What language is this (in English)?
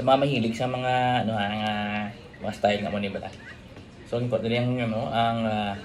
Hiligaynon